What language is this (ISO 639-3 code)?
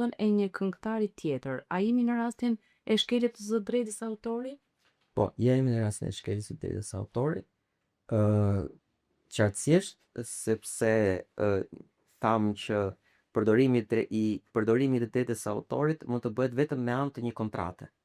sqi